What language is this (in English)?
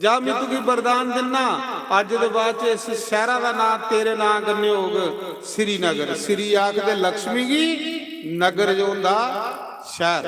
Dogri